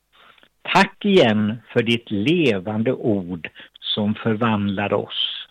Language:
Swedish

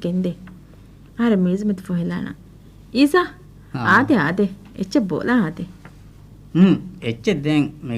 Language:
Divehi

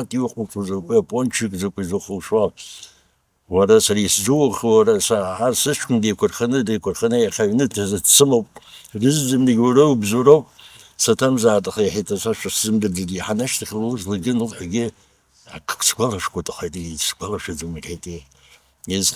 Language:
Abkhazian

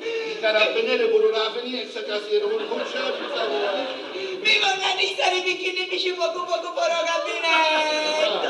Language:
Sicilian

